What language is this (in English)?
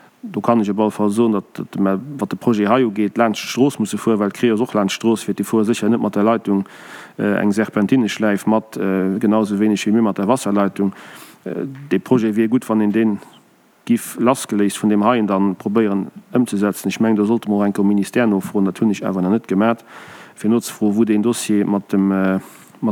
Luxembourgish